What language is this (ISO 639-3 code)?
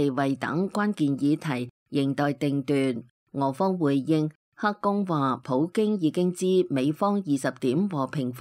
yue